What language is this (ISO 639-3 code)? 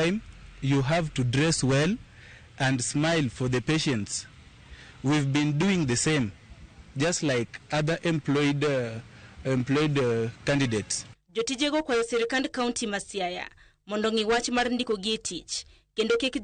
luo